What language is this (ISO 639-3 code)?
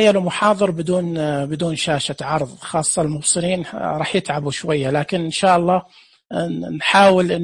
ars